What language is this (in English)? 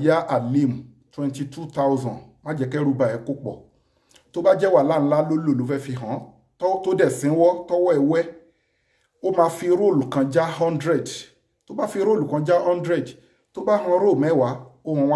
Yoruba